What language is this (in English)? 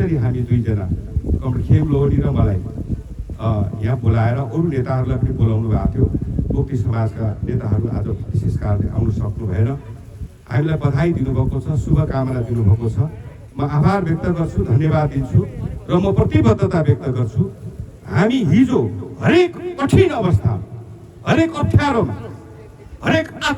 Nepali